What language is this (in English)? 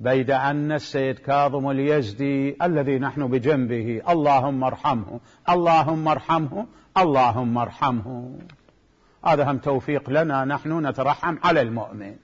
Mesopotamian Arabic